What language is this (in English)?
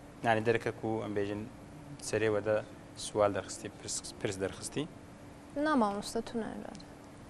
Kurdish